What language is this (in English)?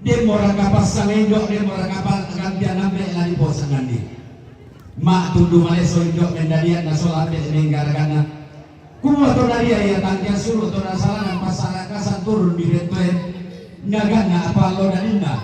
Toraja-Sa'dan